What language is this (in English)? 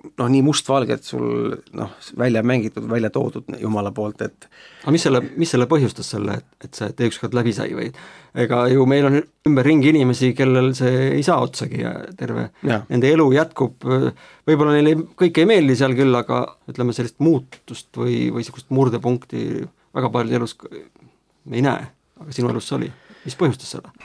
Estonian